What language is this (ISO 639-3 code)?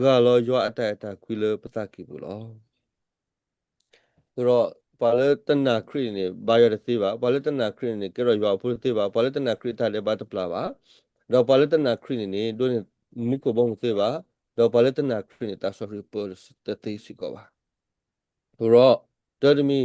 ksw